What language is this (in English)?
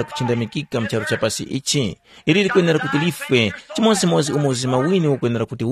Tumbuka